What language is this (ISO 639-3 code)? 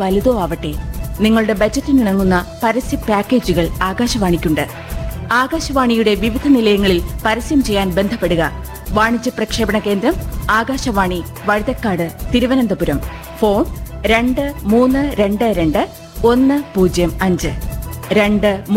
mal